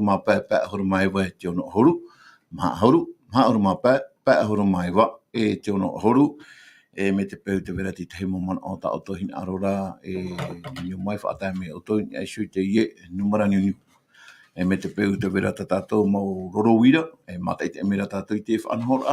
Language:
Tahitian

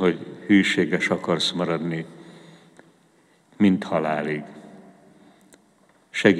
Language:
Hungarian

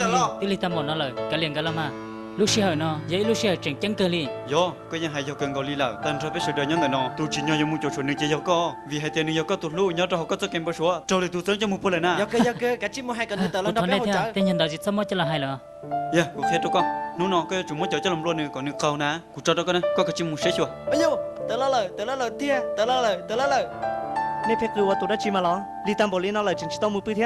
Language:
Hmong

